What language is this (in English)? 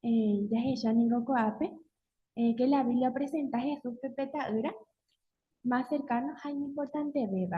Guarani